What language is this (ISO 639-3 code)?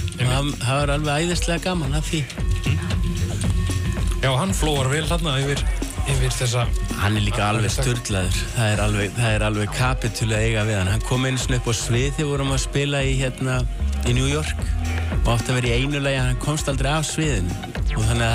isl